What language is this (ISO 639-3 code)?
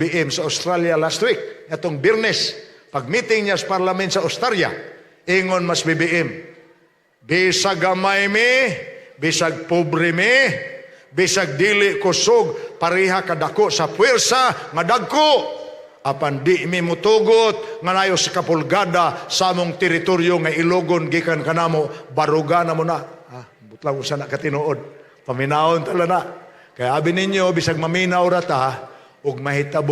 ceb